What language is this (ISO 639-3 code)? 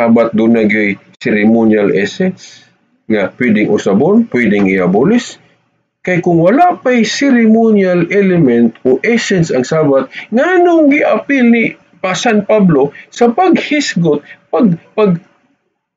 ceb